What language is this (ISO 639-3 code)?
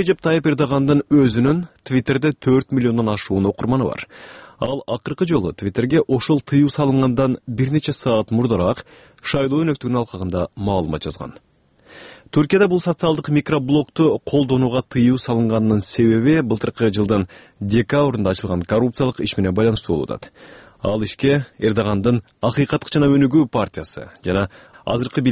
kir